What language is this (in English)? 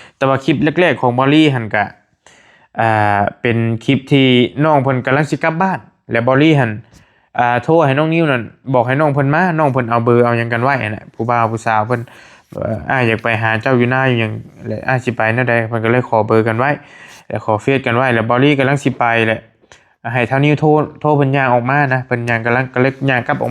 Northeastern Thai